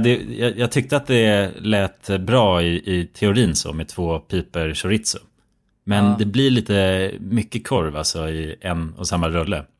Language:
Swedish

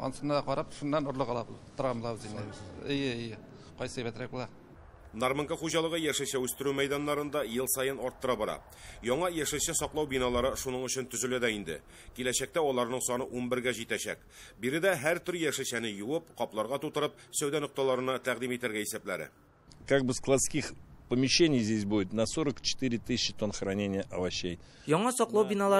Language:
Tatar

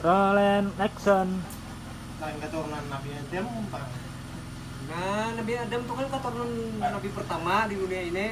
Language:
Banjar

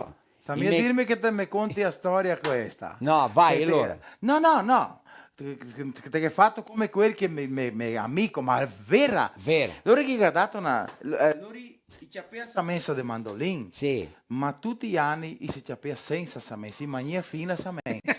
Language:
Venetian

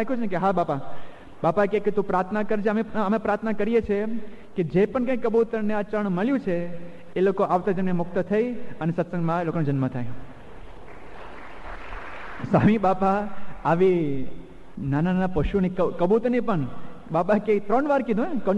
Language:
Gujarati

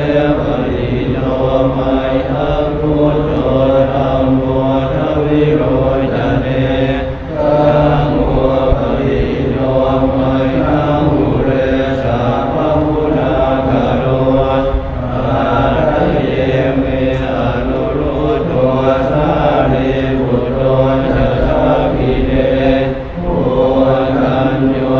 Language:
Pali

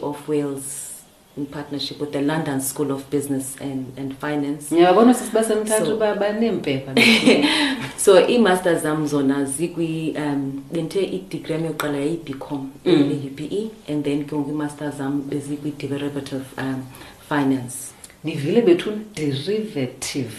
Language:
Xhosa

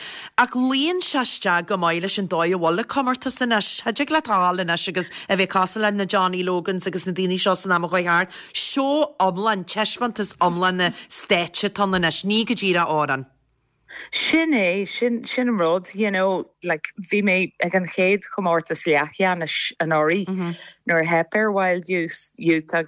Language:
Irish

